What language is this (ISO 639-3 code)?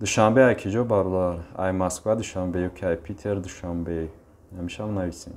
tgk